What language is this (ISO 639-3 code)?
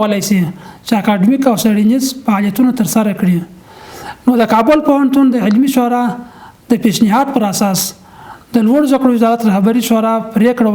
pus